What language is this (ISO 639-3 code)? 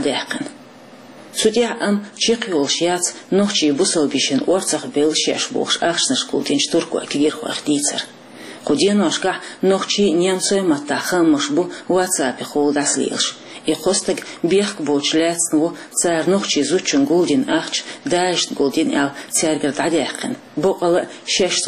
che